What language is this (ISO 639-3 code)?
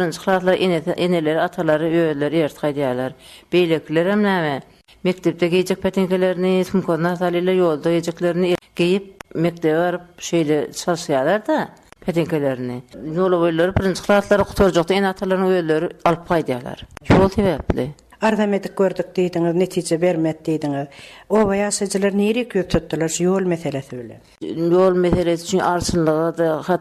tuk